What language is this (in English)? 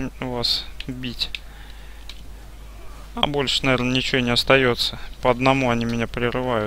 Russian